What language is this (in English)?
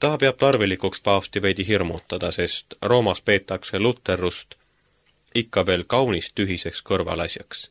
Estonian